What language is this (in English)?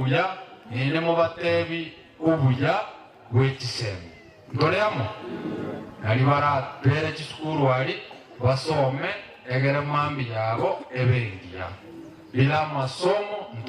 Gusii